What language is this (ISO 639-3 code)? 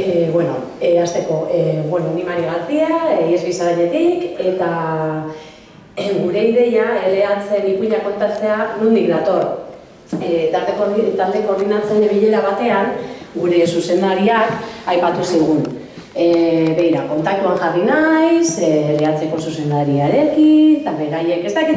eus